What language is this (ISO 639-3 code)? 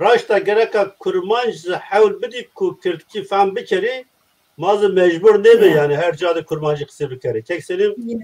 zza